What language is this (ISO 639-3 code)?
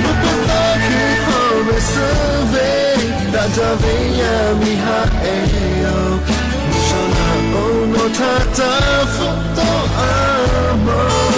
lhu